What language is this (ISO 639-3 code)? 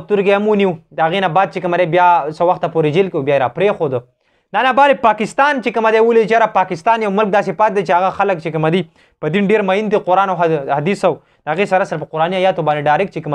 pus